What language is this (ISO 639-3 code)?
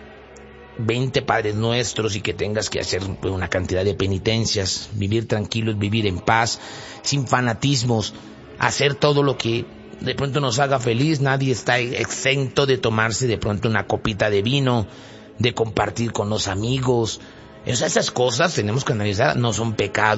spa